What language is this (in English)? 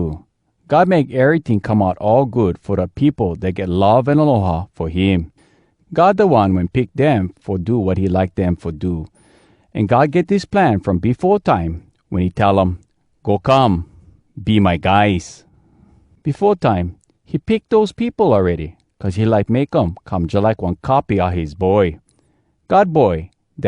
Hawai'i Creole English